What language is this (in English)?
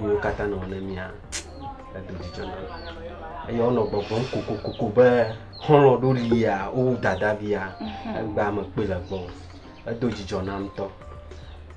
Ewe